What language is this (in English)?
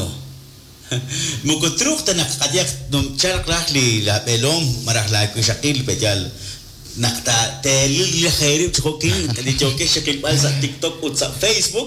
Kekchí